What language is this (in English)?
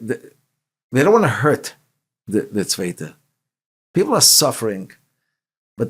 Yiddish